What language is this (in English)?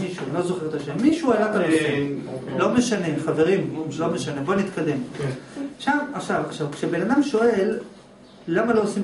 Hebrew